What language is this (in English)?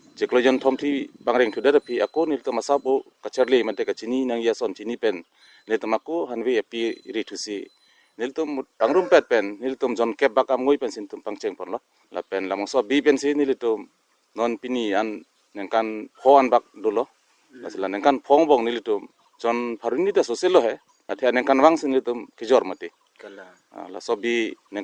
Karbi